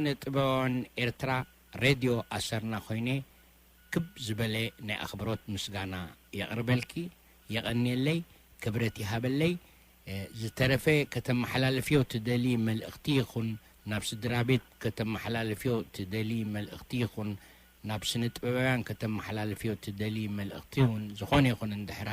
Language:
Tigrinya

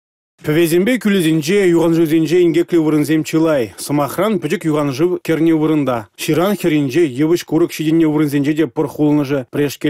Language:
Chuvash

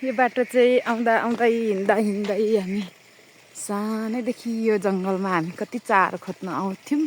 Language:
Nepali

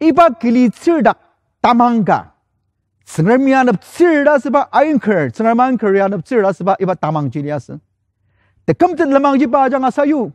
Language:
Ao Naga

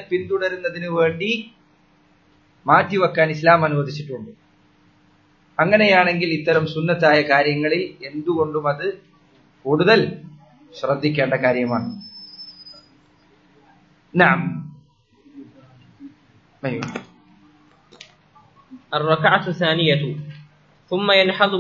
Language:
Malayalam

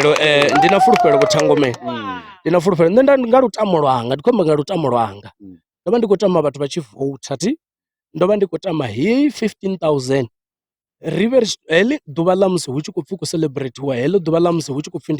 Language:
Venda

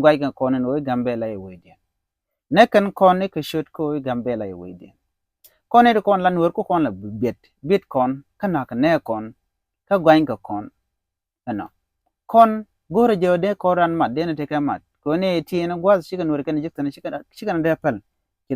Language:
Nuer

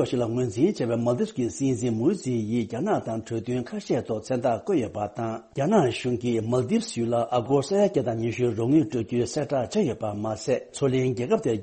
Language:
Tibetan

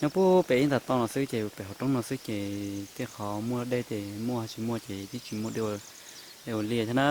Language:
Hmong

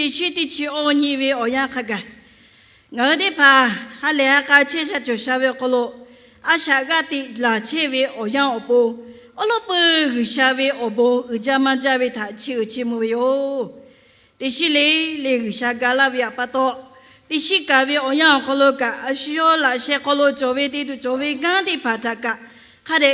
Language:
Lahu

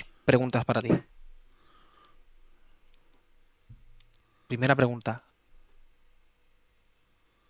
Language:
Spanish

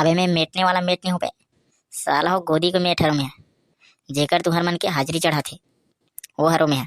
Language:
Chhattisgarhi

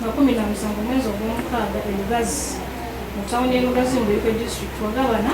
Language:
Ganda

